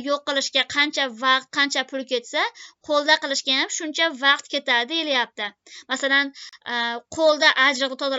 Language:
Uzbek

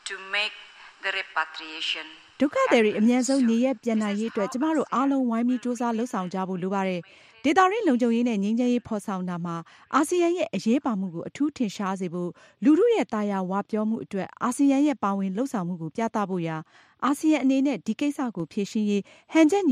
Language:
Burmese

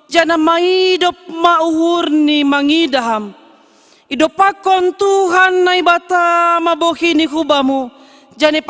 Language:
Batak Simalungun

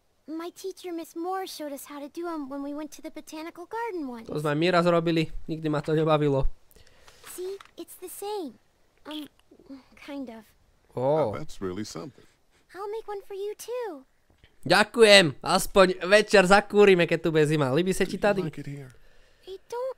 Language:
Slovak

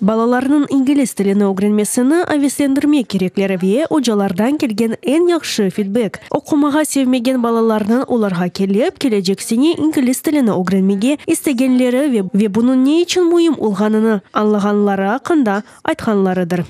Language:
Crimean Tatar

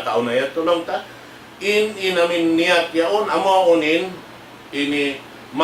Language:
Tausug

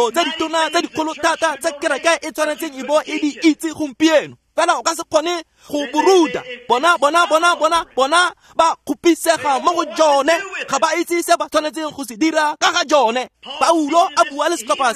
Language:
Tswana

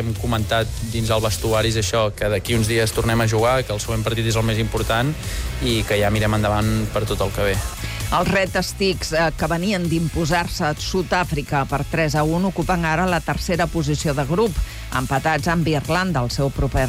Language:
Catalan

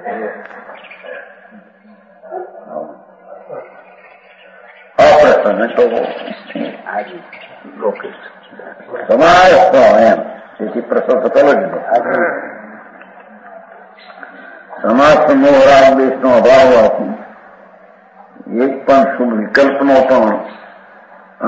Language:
Gujarati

